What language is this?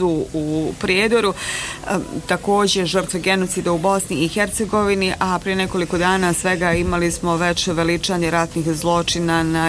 Bosnian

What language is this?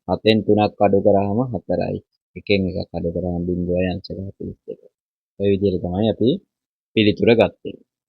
Sinhala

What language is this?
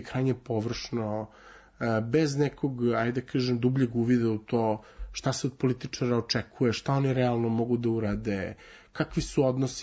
Serbian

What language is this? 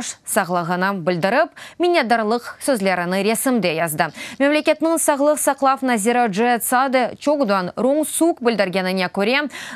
Crimean Tatar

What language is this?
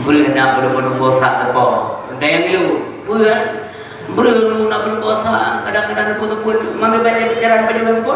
Achinese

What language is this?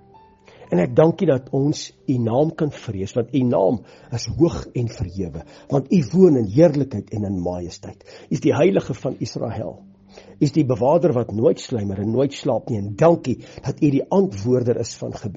Afrikaans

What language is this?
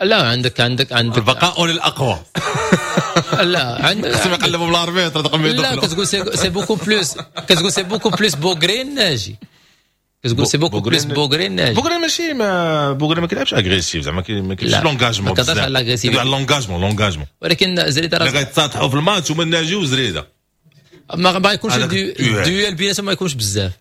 Moroccan Arabic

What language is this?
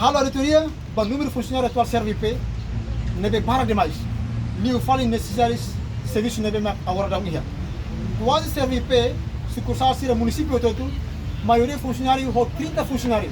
Tetum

